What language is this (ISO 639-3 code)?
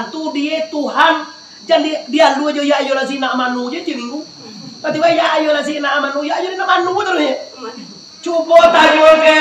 min